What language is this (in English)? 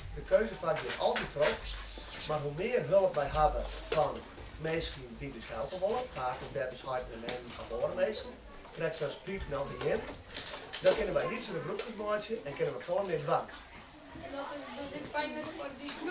Western Frisian